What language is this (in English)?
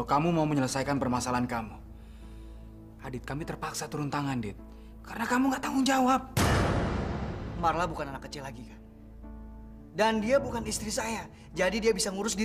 Indonesian